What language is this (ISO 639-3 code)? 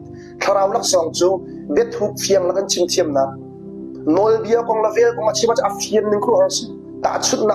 cnh